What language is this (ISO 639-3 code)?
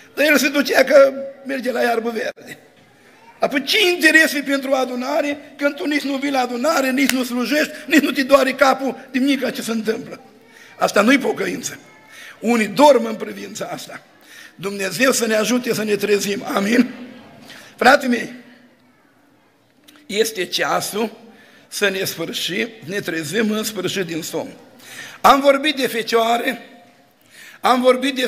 ron